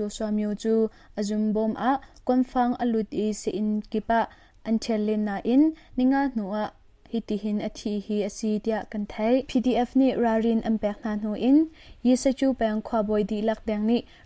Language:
Hakha Chin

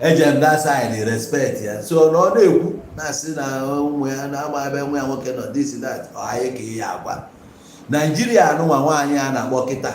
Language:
Igbo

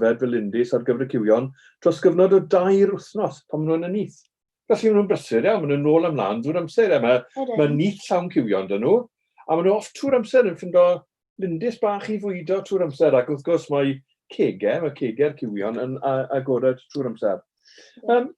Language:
Welsh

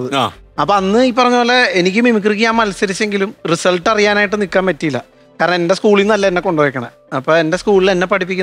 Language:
Malayalam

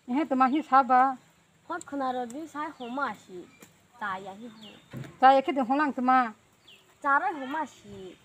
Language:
Kok Borok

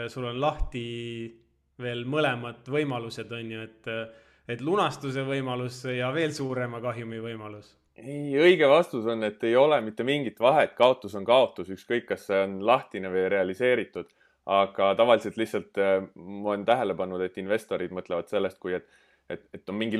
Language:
Estonian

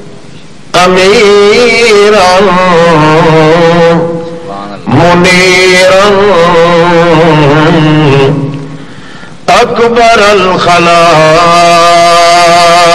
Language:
Urdu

